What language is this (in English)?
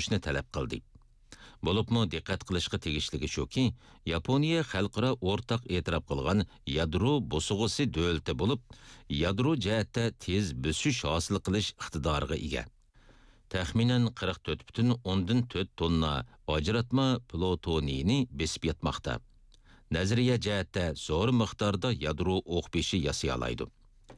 Uyghur